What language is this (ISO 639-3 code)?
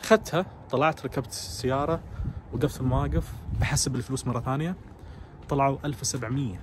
ars